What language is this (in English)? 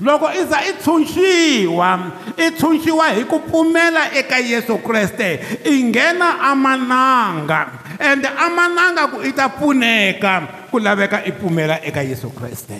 Tsonga